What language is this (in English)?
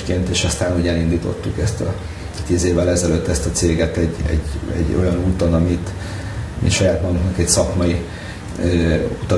Hungarian